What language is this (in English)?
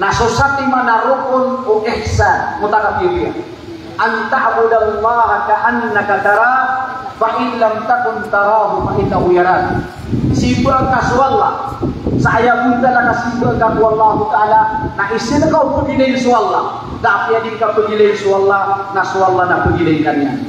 Maranao